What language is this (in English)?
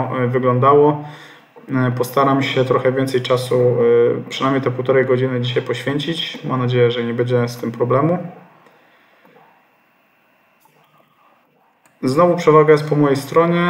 Polish